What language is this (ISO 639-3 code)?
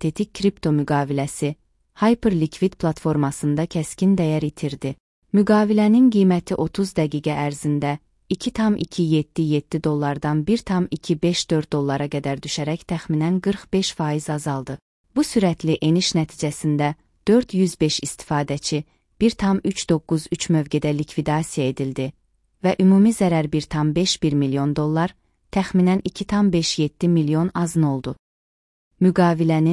aze